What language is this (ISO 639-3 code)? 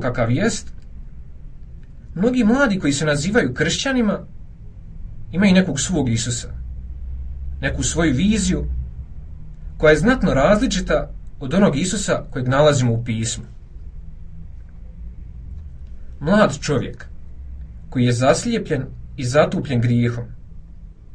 hrv